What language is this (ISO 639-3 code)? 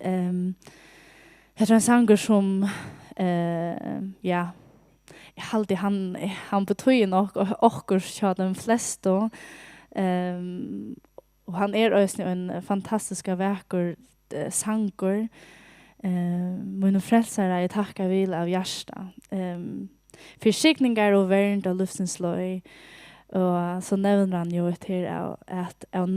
fao